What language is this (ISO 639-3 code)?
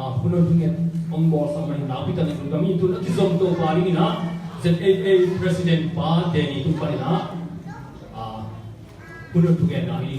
ctd